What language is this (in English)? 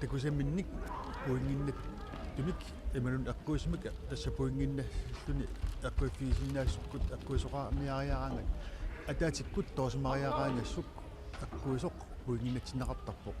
Kalaallisut